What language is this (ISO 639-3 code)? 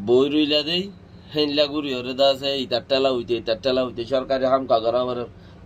rhg